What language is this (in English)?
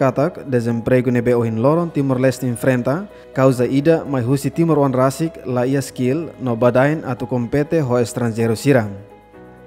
Tetum